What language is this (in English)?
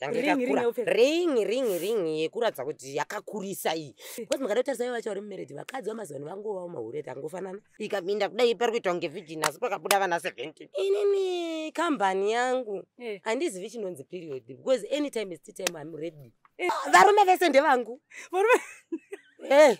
Shona